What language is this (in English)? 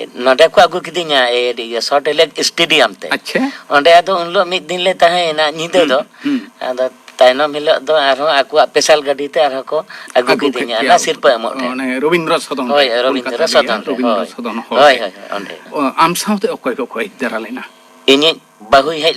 Santali